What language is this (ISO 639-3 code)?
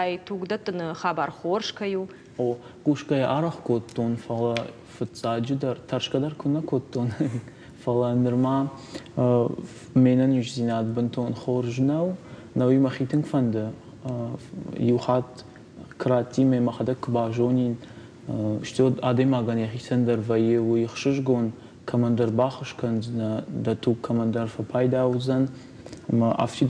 oss